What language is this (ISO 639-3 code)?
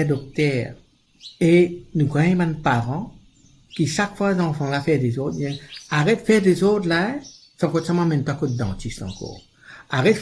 mfe